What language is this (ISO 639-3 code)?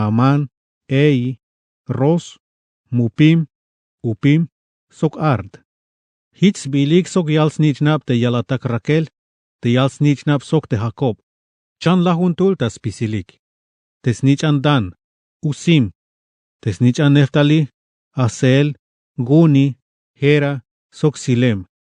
tzh